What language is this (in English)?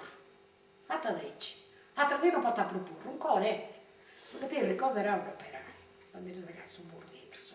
Sardinian